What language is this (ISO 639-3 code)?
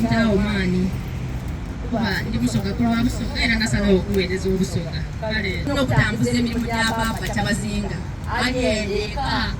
xog